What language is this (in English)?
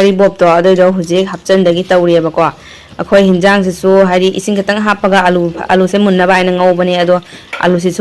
Manipuri